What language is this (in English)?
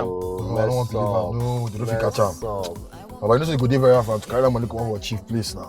Nigerian Pidgin